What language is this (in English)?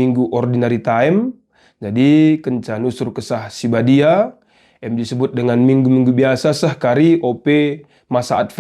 Batak Karo